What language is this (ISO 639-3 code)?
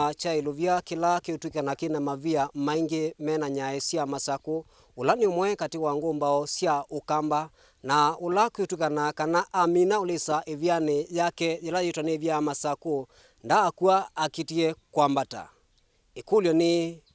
kam